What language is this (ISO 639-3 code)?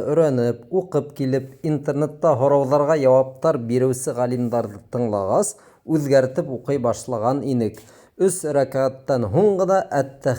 bak